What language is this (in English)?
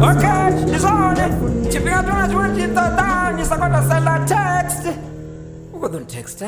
Venda